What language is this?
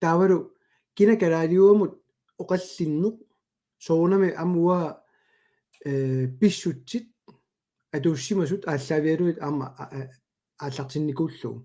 Kalaallisut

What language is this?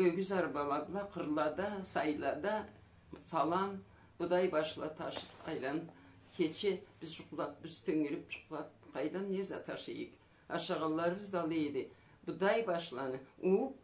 Karachay-Balkar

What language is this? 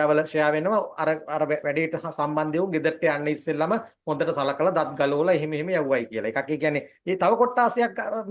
Sinhala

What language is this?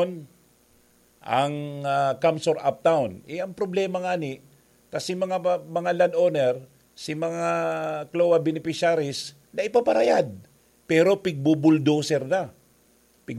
Bikol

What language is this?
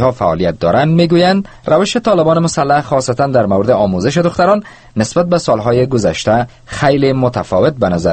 Persian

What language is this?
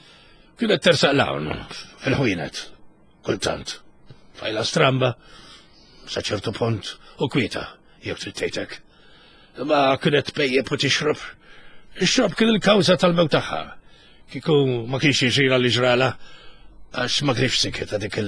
Maltese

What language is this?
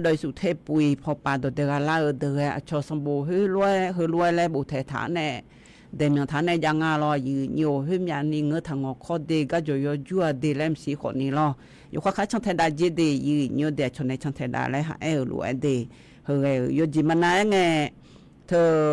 Akha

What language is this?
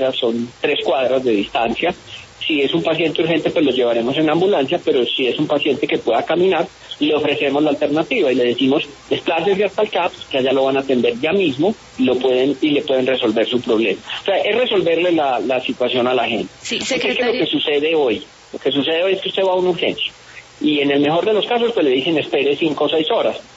Spanish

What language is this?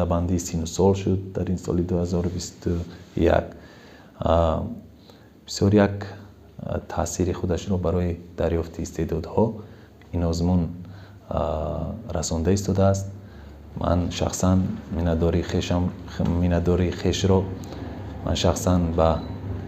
Tajik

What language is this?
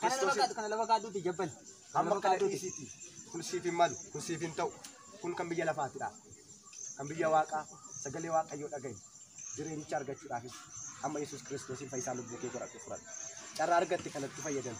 Oromo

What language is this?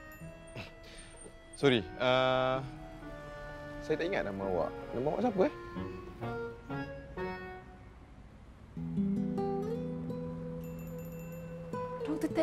Malay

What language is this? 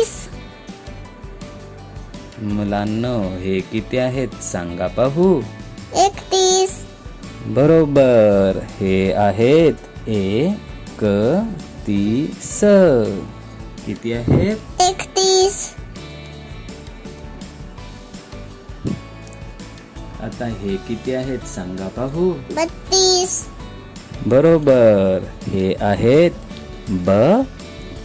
Marathi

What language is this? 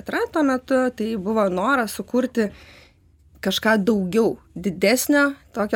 Lithuanian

